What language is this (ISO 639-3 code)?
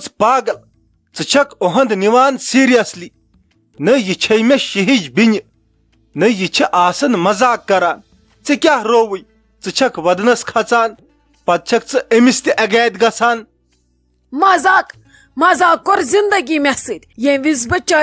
kas